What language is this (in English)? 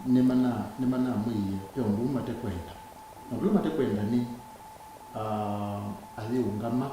Kamba